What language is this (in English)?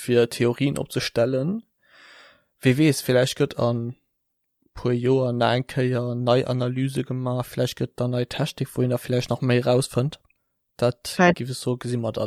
Luxembourgish